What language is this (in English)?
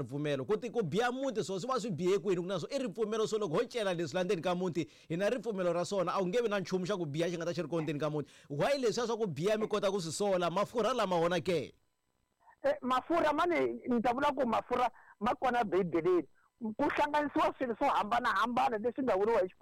Tsonga